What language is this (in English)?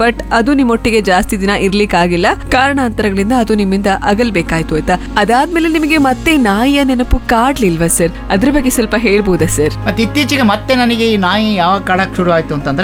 Kannada